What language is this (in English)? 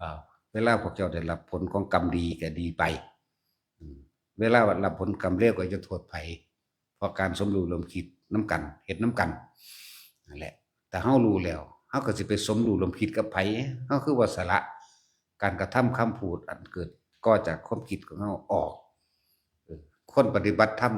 Northeastern Thai